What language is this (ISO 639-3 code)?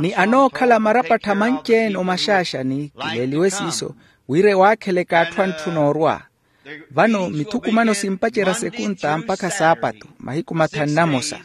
vmw